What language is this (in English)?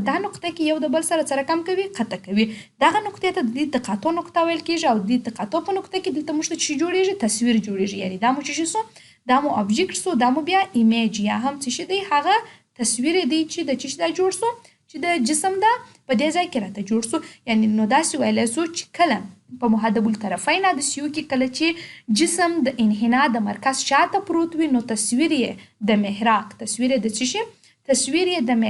Pashto